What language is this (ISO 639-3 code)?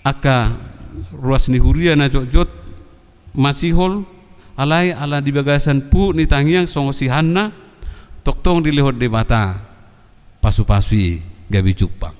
bbc